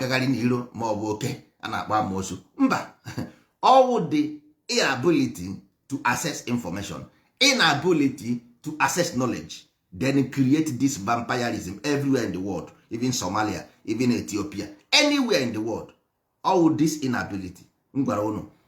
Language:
Igbo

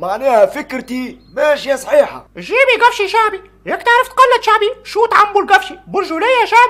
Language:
Tunisian Arabic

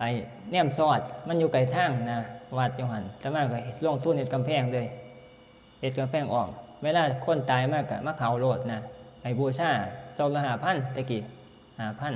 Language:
Northeastern Thai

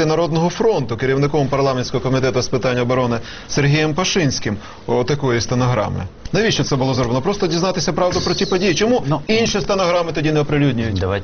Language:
Ukrainian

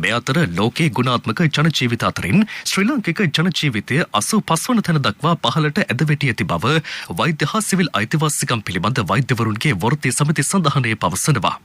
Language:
Sinhala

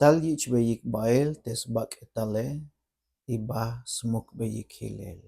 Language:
Tzeltal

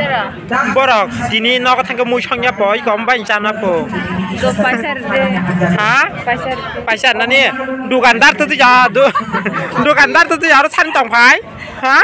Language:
Kok Borok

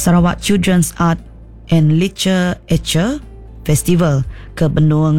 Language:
Iban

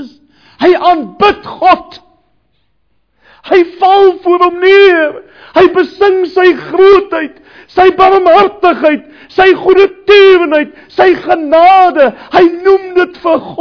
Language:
Afrikaans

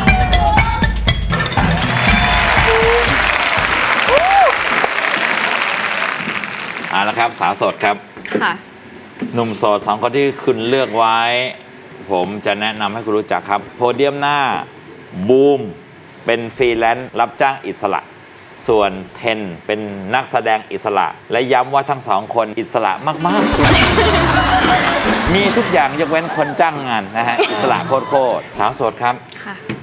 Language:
Thai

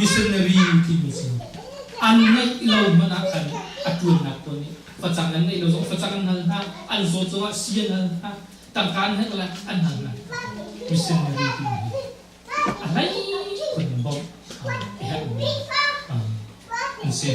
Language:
Hakha Chin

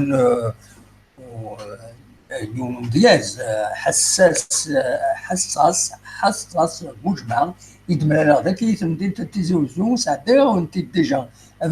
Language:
Kabyle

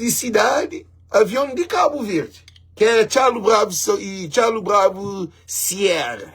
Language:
Kabuverdianu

